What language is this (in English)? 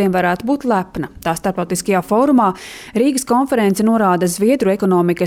Latvian